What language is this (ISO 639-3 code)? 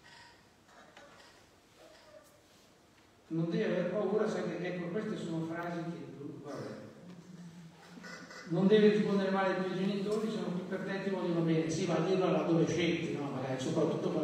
ita